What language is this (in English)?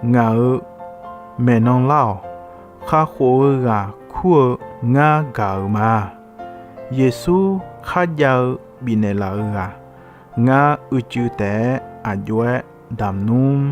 Akha